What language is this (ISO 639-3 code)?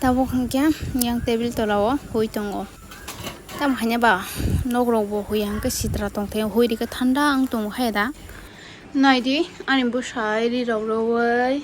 trp